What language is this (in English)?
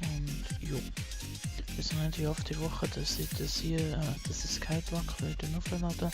Swiss German